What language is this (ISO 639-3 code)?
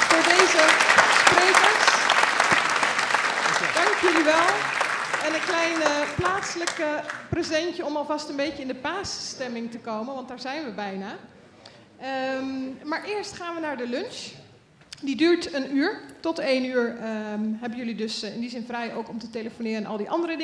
nld